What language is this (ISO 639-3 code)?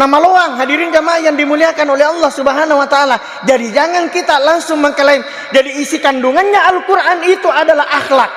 bug